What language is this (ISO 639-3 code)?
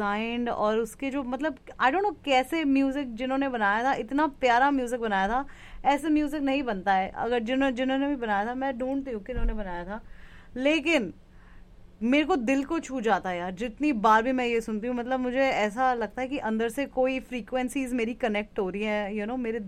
hin